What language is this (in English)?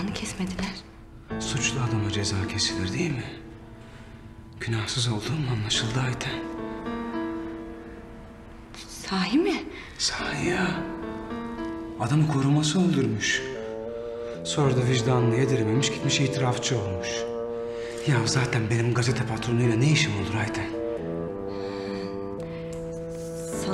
Turkish